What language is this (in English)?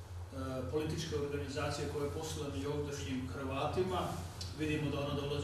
Croatian